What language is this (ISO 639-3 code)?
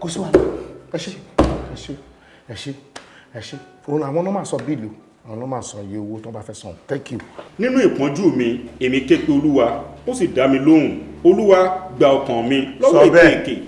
yor